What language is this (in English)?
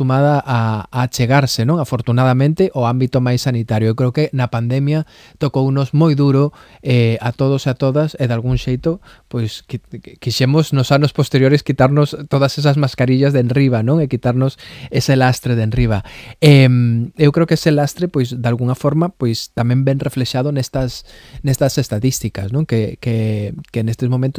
Galician